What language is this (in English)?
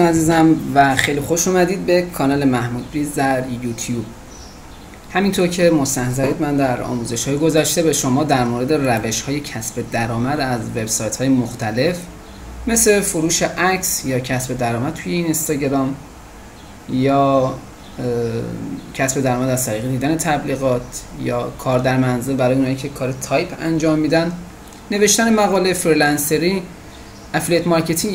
Persian